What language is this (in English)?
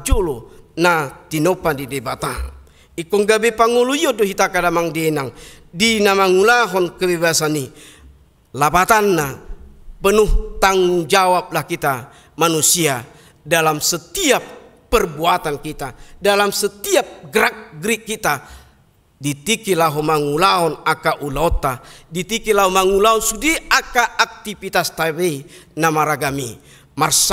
Batak Toba